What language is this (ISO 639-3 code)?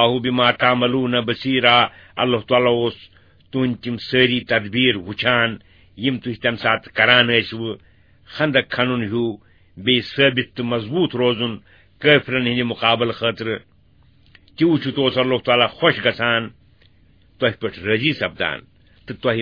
kas